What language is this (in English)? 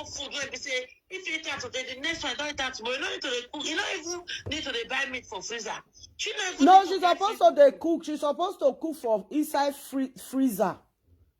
Nigerian Pidgin